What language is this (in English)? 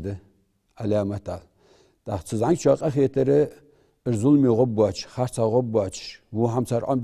Ingush